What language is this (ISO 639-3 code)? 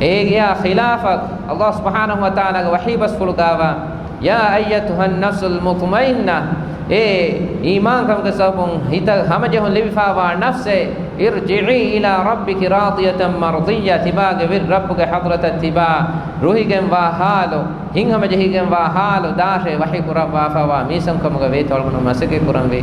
div